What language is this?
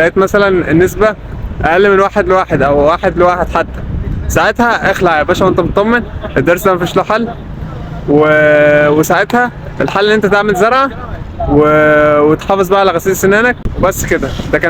Egyptian Arabic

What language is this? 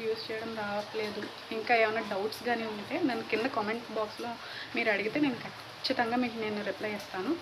Telugu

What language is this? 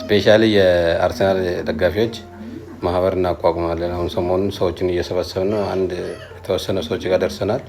Amharic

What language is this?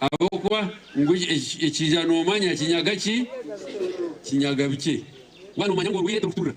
Nyankole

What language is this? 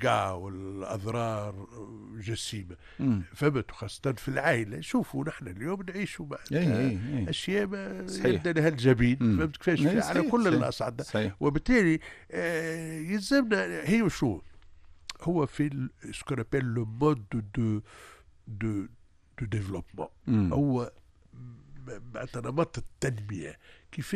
Tunisian Arabic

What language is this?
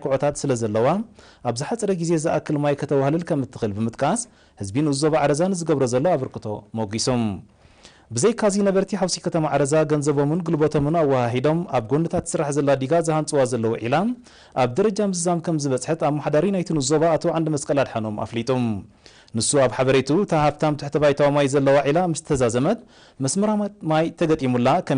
Tigrinya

